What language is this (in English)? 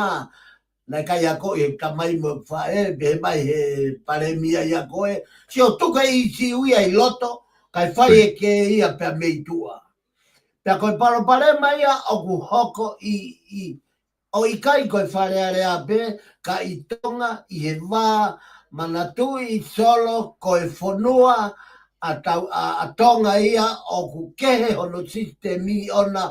Tongan